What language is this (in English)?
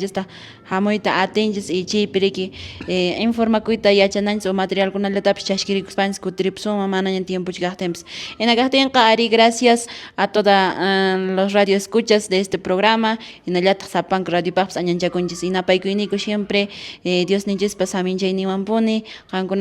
Quechua